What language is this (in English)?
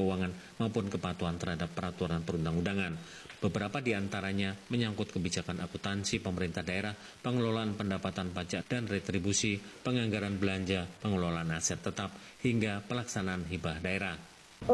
Indonesian